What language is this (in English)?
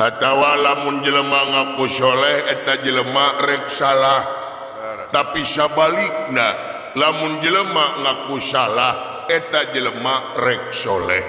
Sundanese